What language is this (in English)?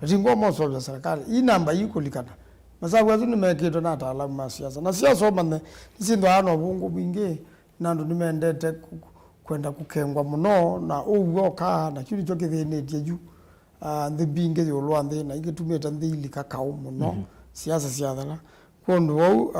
Kamba